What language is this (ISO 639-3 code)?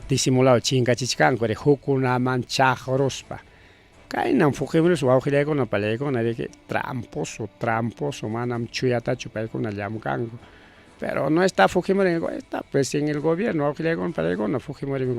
quy